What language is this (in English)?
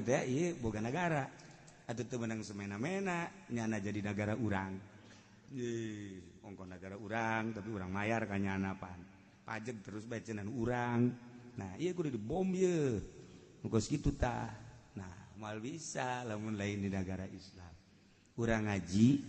Sundanese